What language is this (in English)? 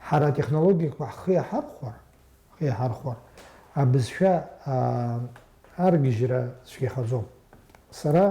Abkhazian